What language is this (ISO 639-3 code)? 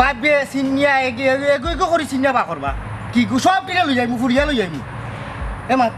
syl